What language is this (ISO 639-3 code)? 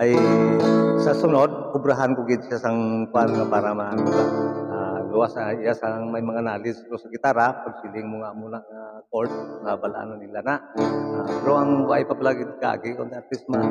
hil